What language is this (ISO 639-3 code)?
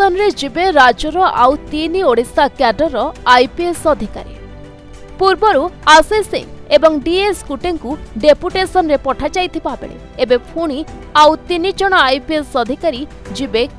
ori